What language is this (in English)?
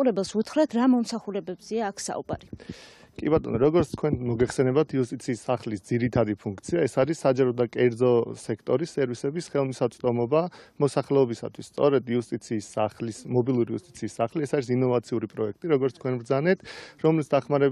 Georgian